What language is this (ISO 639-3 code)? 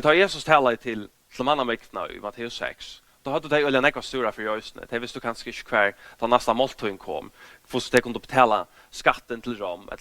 fao